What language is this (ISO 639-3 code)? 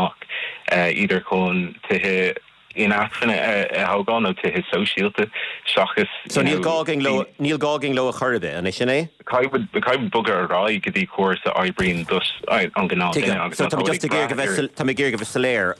gle